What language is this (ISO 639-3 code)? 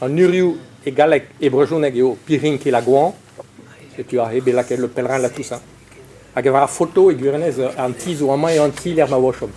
bre